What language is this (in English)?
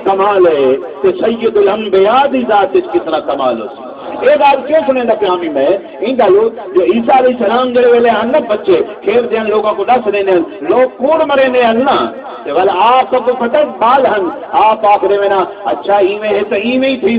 Saraiki